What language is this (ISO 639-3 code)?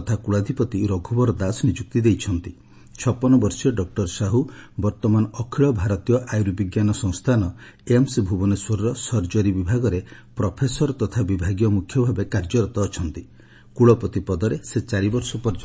ori